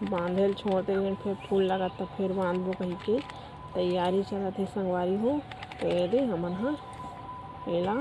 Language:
Chhattisgarhi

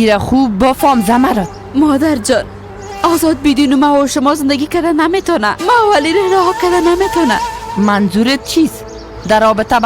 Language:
Persian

